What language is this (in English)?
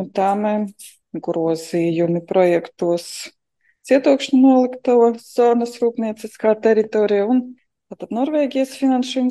Latvian